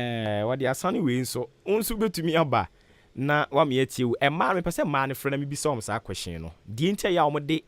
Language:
Akan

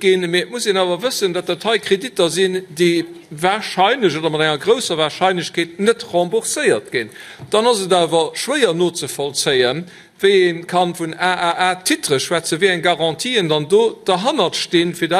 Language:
Luxembourgish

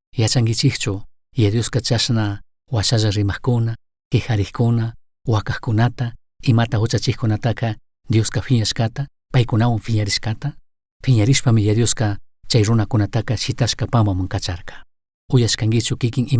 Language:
Chimborazo Highland Quichua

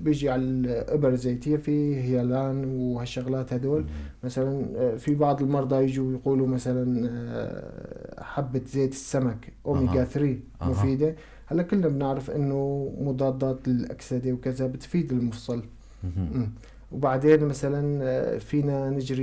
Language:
North Levantine Arabic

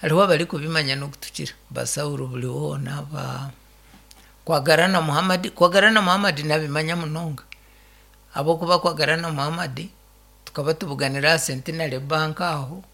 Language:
Nyankole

